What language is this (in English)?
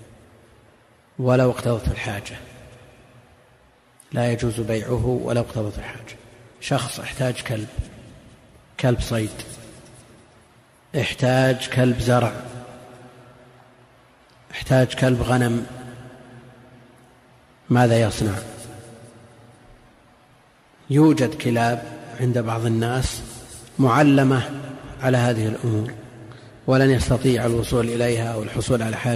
Arabic